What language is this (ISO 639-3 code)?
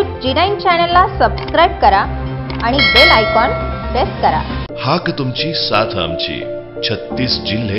mar